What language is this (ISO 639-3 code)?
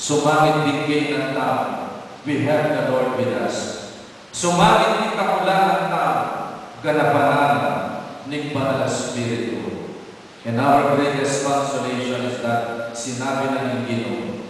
pam